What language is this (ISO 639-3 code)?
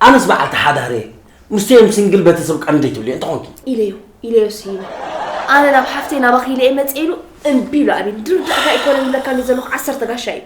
tir